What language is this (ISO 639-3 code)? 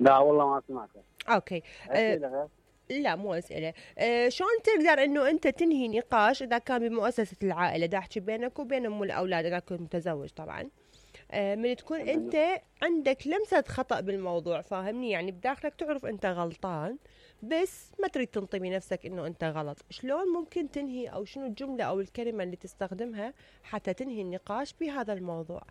acm